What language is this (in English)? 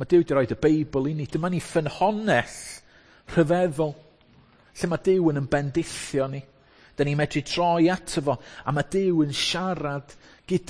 Welsh